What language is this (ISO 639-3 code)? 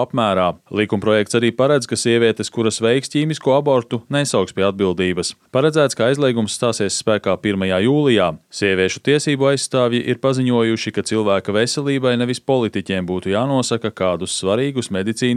lav